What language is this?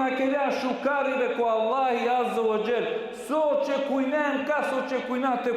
Balkan Romani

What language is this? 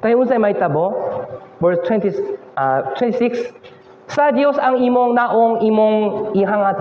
Cebuano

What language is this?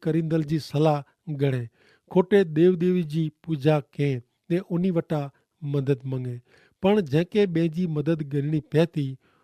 Kachhi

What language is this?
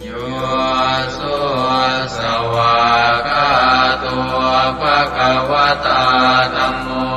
Pali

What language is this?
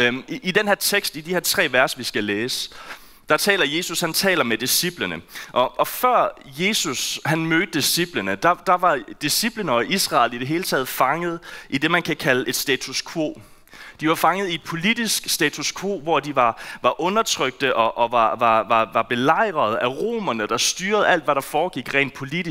Danish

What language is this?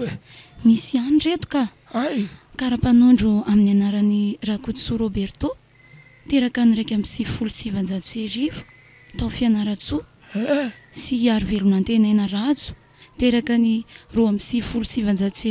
Malagasy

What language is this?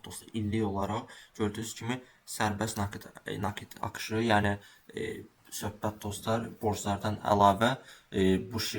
Azerbaijani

